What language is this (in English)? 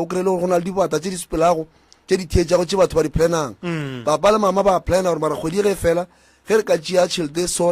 Northern Sotho